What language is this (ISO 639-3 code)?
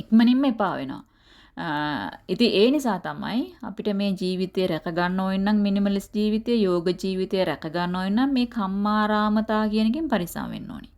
sin